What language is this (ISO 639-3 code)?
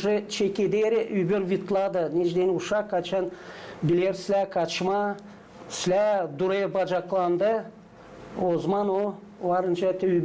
gag